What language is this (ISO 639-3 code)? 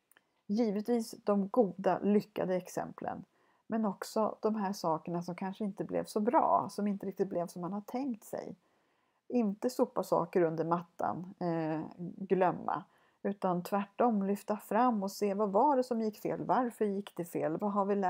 swe